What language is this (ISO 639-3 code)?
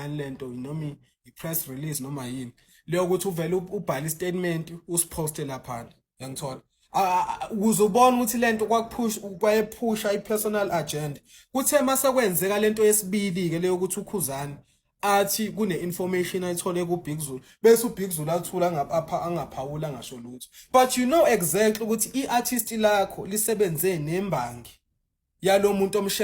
zul